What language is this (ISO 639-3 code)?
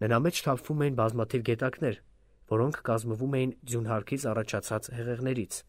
hye